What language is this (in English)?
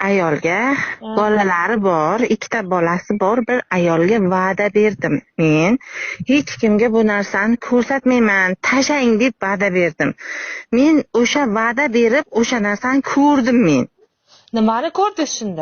Uzbek